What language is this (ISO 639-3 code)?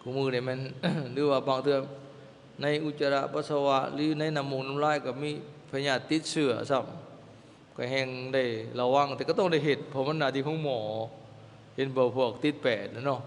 lao